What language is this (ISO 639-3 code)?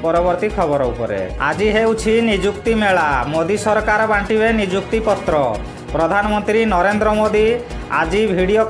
ori